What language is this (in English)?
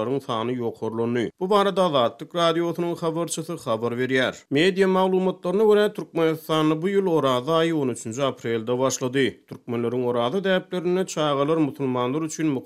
Turkmen